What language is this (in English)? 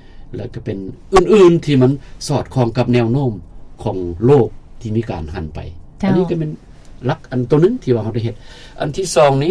Lao